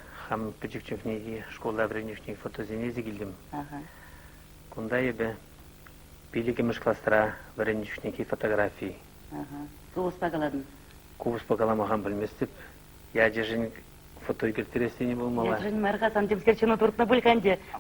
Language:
Chuvash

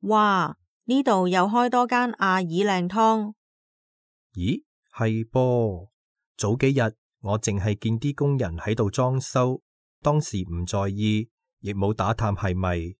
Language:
Cantonese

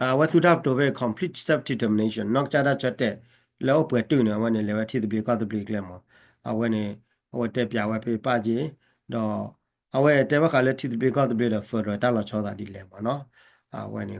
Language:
S'gaw Karen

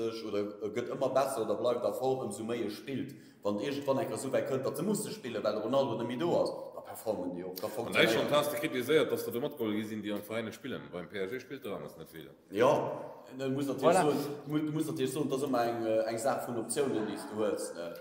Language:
Luxembourgish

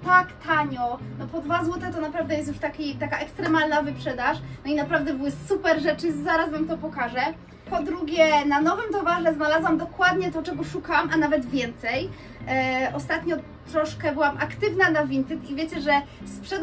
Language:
Polish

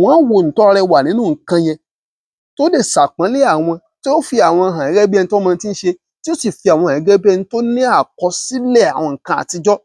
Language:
Yoruba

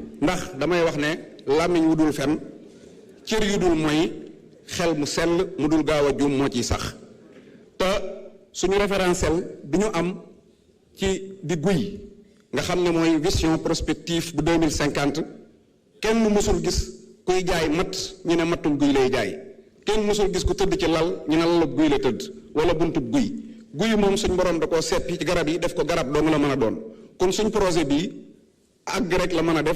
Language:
Wolof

